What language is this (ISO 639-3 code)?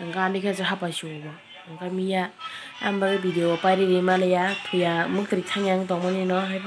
trp